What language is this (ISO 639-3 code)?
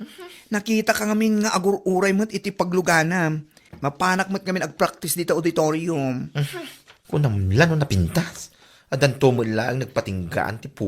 ilo